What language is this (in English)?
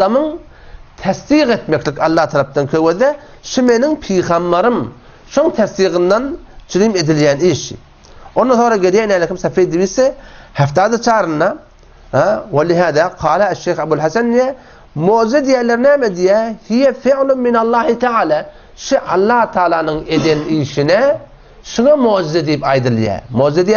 Turkmen